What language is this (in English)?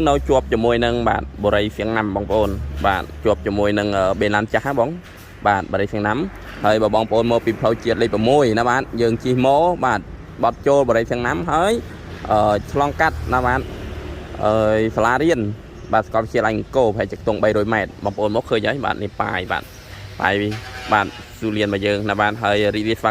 Khmer